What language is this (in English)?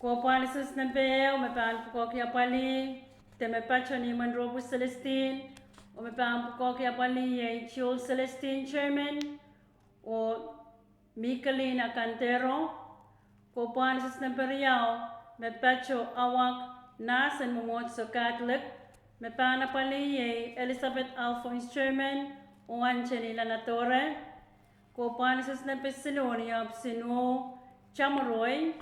Pohnpeian